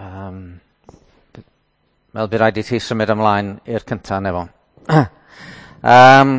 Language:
Welsh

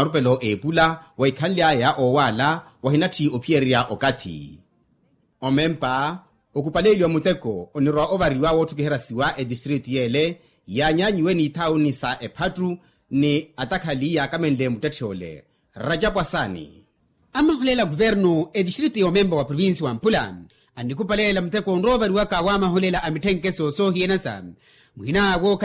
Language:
Makhuwa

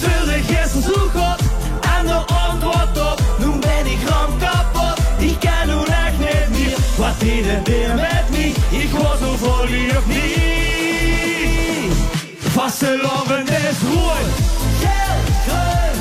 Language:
Limburgish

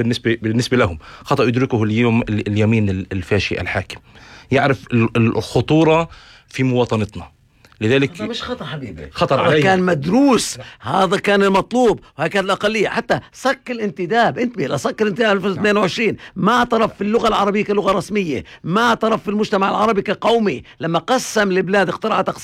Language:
North Levantine Arabic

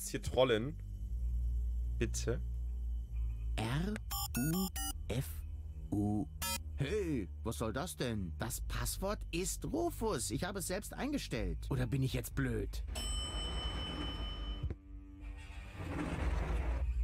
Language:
German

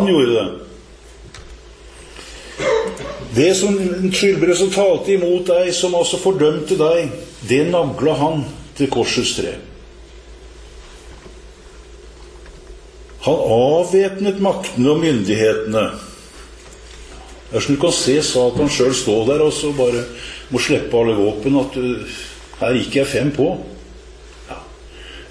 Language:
Norwegian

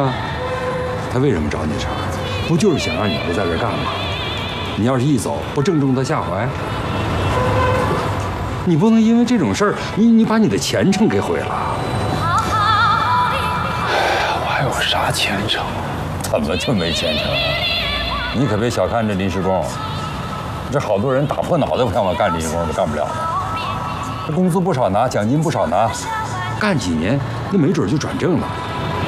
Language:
Chinese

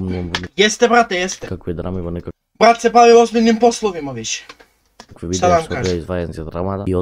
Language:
Macedonian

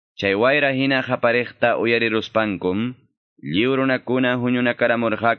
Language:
Quechua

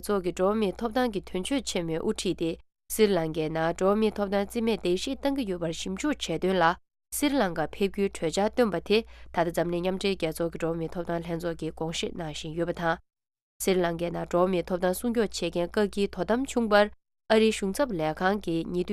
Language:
Tibetan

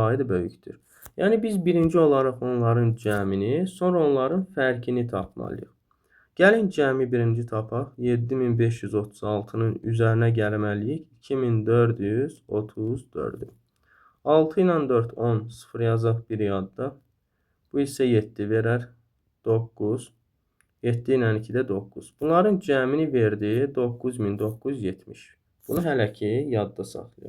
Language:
Azerbaijani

